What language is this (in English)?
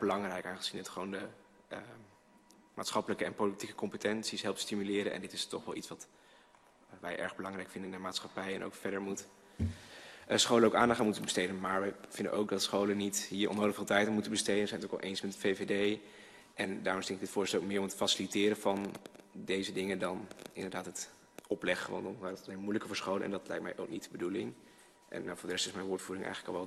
Dutch